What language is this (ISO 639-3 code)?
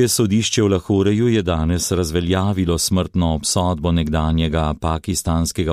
slv